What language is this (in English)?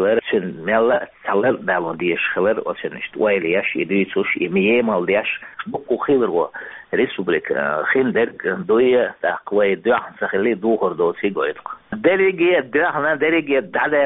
Chechen